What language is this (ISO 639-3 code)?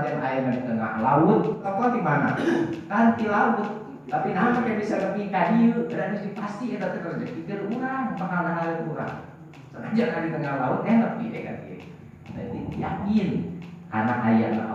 sun